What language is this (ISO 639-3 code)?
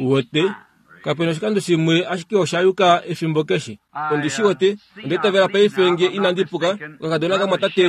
kua